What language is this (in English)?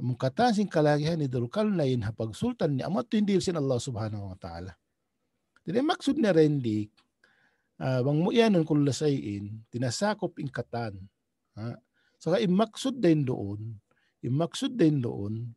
Tausug